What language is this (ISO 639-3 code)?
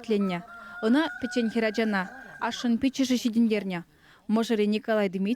chv